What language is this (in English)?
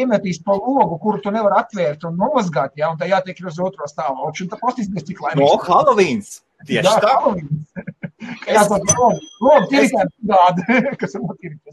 Latvian